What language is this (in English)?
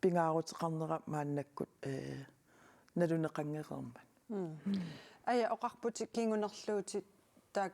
Kalaallisut